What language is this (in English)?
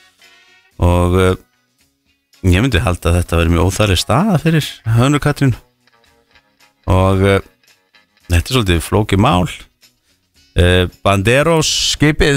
Icelandic